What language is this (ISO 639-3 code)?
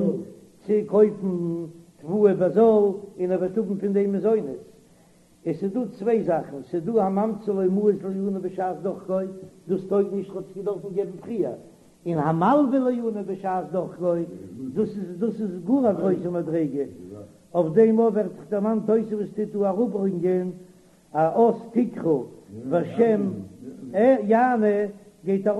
yid